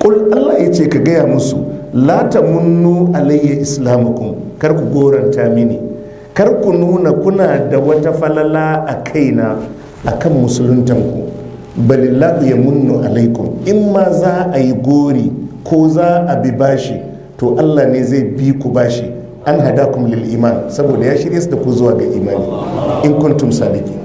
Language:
Hausa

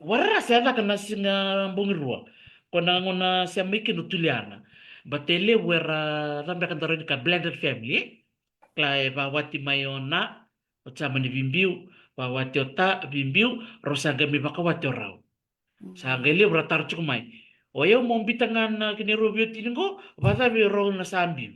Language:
Fijian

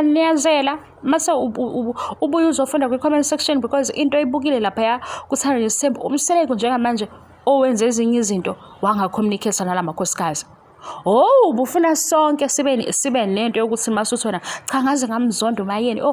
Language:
Zulu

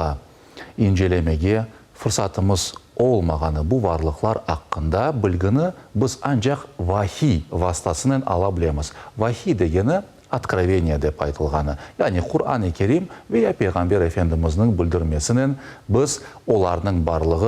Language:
Crimean Tatar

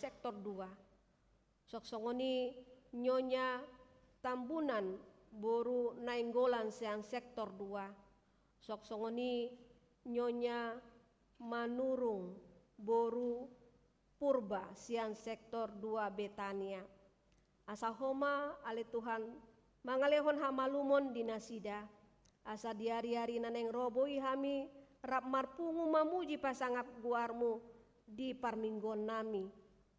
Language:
Batak Toba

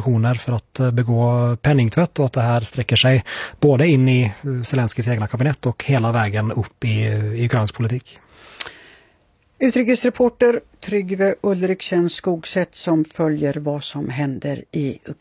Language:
Swedish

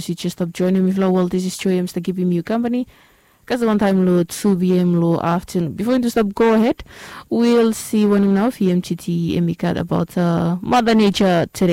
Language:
Bislama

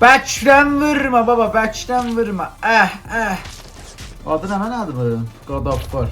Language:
South Azerbaijani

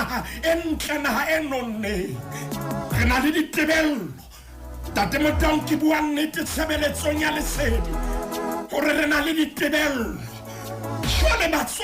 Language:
Southern Sotho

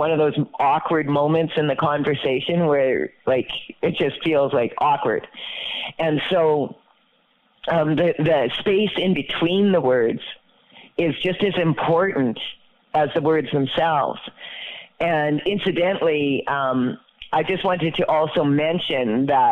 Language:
English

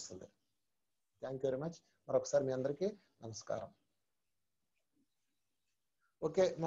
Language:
Telugu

